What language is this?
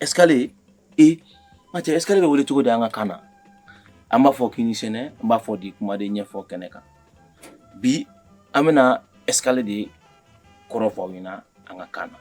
Bambara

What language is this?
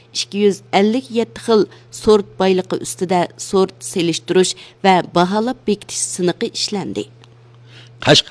Uyghur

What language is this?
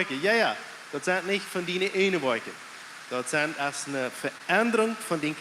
Plautdietsch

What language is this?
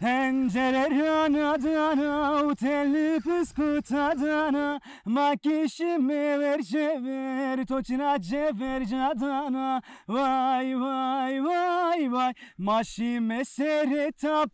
Zaza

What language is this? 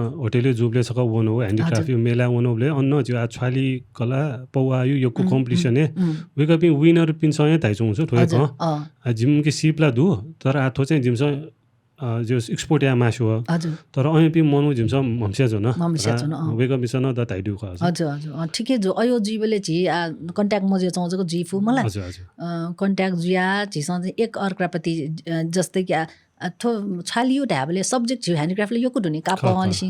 Newari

